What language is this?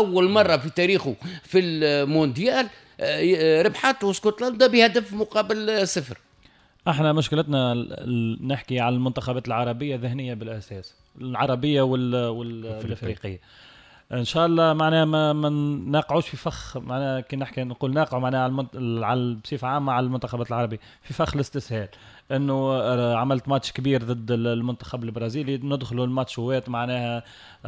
Tunisian Arabic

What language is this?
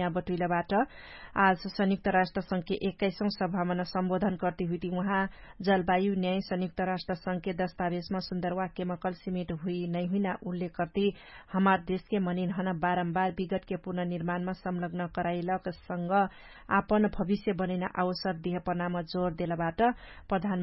Dangaura Tharu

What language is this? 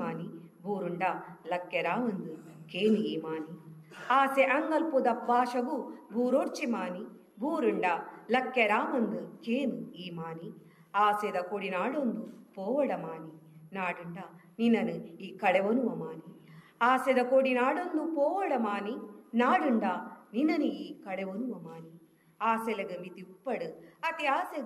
Tulu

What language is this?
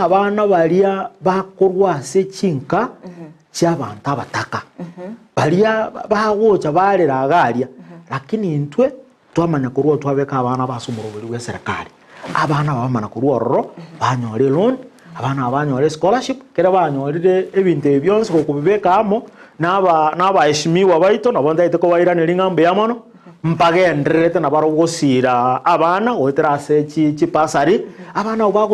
Gusii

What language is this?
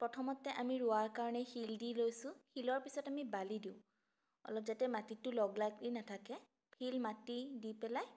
Assamese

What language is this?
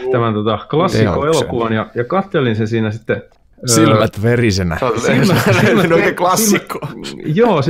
Finnish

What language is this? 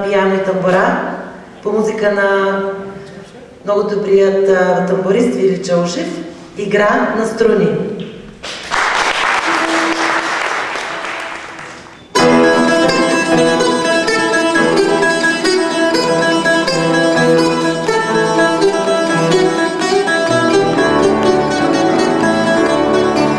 Bulgarian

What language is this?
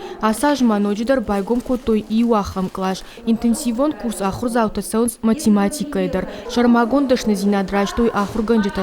Ossetic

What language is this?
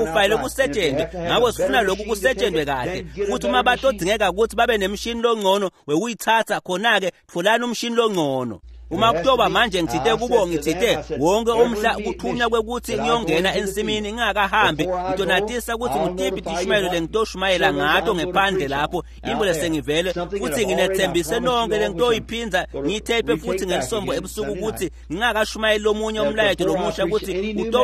Swati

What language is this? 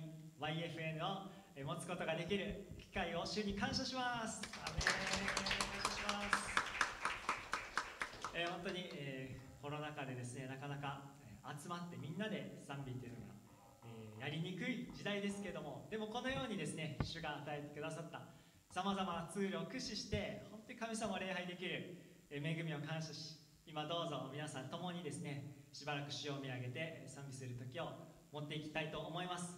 Japanese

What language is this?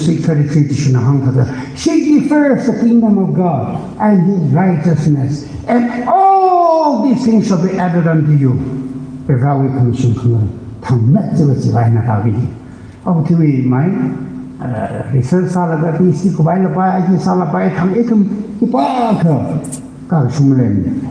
Tangkhul Naga (India)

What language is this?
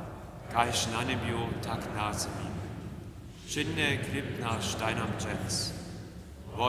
Upper Sorbian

